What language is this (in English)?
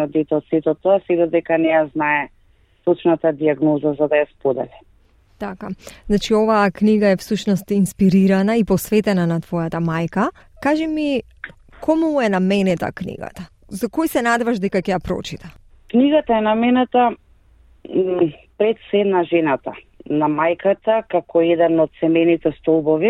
Macedonian